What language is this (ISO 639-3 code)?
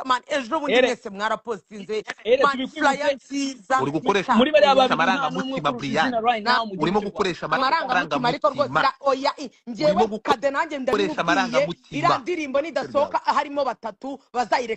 kin